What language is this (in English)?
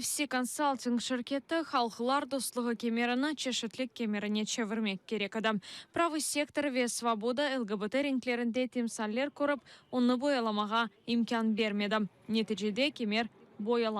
Crimean Tatar